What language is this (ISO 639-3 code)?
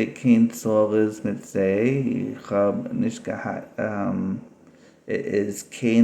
yid